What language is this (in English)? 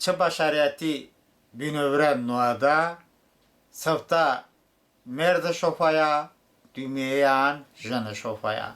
Talysh